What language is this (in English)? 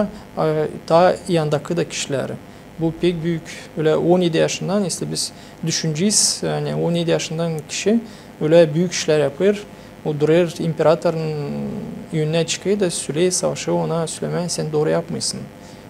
Gagauz